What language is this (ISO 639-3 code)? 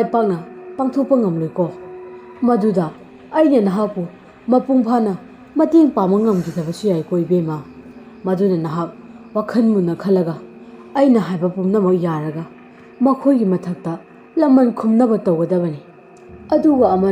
mni